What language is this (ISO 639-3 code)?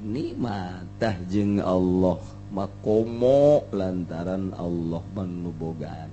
sun